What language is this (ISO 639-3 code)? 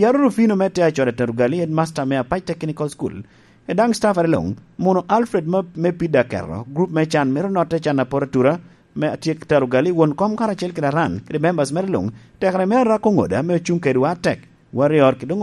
laj